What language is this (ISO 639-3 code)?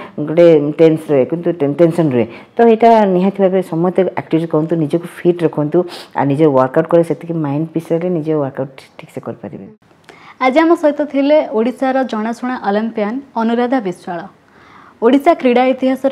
ori